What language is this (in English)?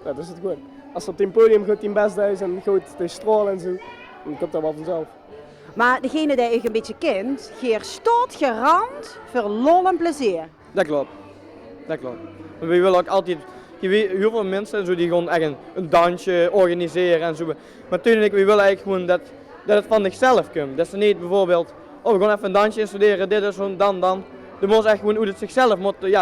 Limburgish